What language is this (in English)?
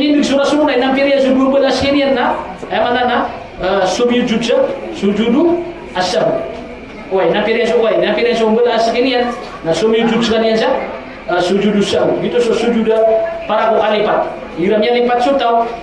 Maranao